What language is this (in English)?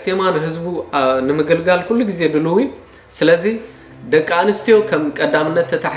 Tigrinya